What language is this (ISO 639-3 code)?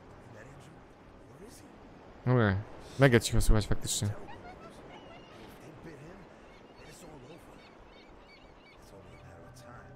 pol